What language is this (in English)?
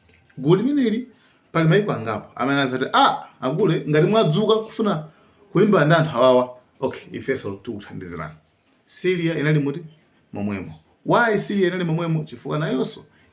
Nyanja